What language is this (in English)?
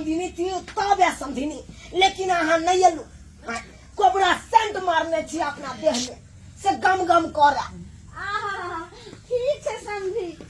Maithili